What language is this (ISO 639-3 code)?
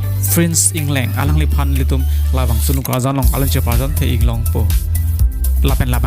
mjw